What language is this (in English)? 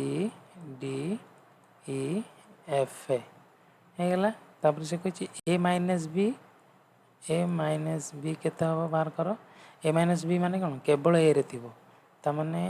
Odia